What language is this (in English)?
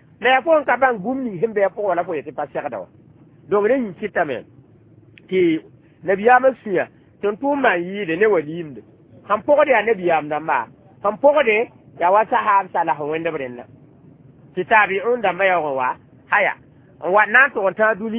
Mossi